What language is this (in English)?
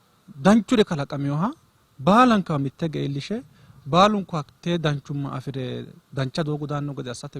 Sidamo